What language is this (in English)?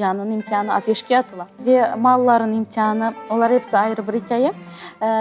Crimean Tatar